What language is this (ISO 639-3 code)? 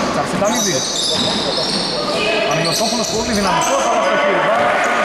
ell